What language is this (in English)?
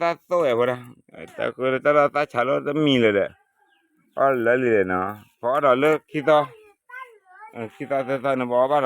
S'gaw Karen